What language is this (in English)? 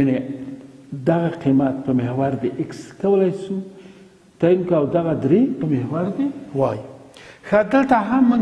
Pashto